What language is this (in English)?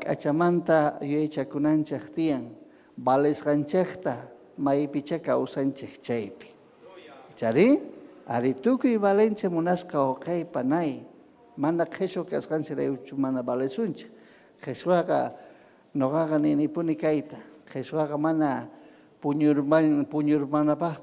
Ayacucho Quechua